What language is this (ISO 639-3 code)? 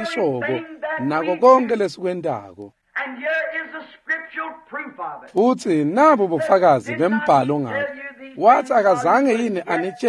ssw